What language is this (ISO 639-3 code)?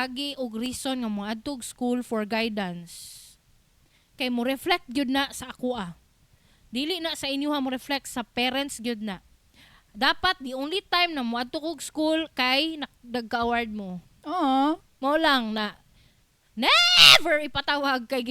ceb